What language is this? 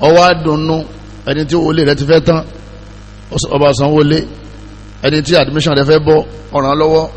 Yoruba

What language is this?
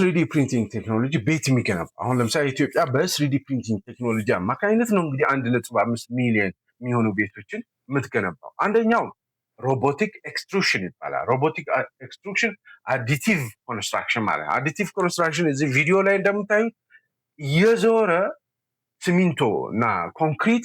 Amharic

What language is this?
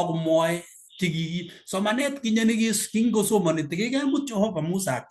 Kalenjin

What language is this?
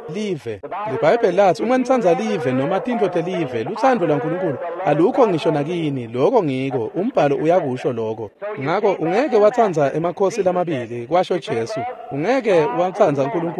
Swati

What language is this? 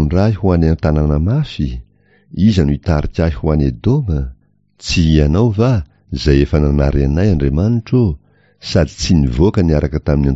Malagasy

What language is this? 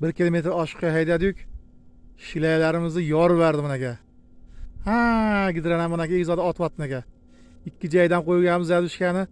Uzbek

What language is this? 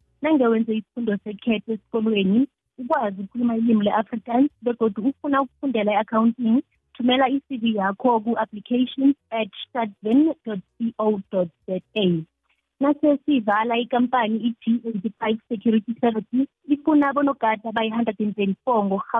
South Ndebele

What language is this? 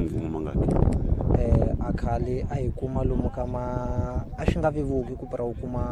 Tsonga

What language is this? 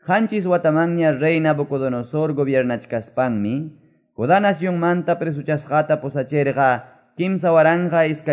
Quechua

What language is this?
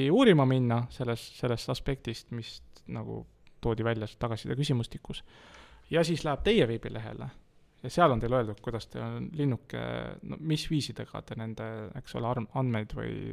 Estonian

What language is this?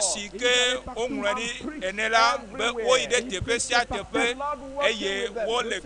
Ewe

